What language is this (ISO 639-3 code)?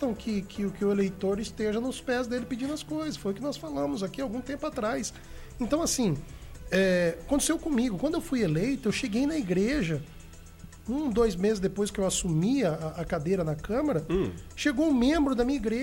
por